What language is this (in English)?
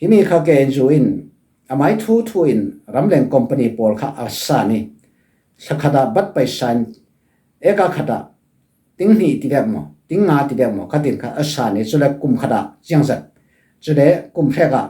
Falam Chin